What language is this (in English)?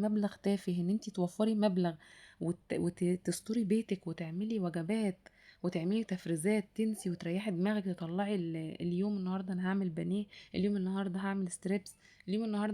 Egyptian Arabic